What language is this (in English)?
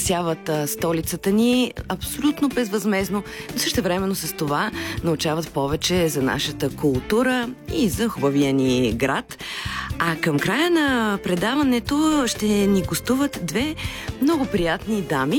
Bulgarian